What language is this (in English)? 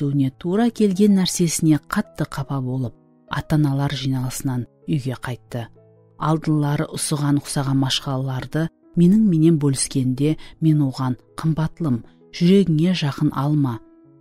Kara-Kalpak